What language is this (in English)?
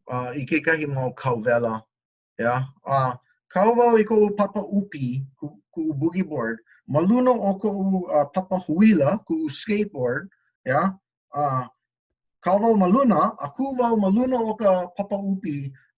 Hawaiian